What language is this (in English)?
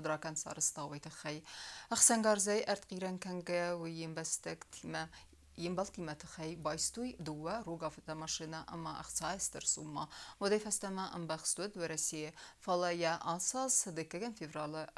Ossetic